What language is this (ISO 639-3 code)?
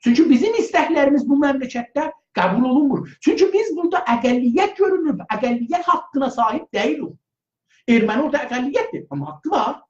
azb